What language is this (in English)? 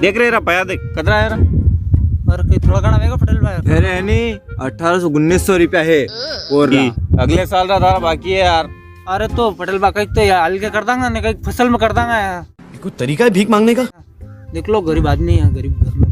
Rajasthani